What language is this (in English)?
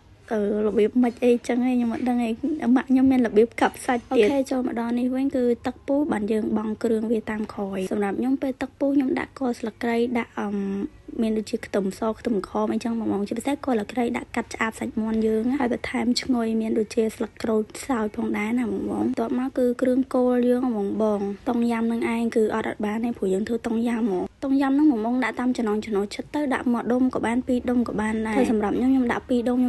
Khmer